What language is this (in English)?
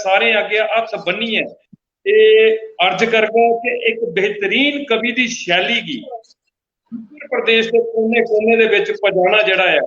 Dogri